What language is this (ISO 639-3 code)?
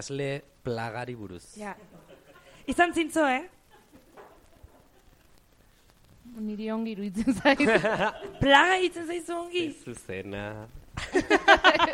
eus